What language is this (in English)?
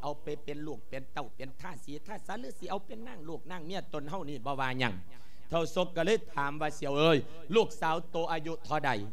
Lao